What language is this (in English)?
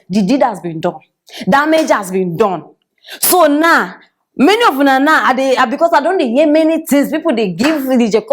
Nigerian Pidgin